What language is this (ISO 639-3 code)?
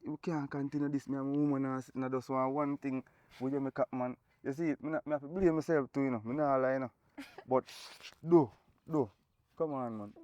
jam